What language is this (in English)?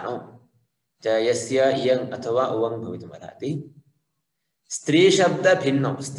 Sanskrit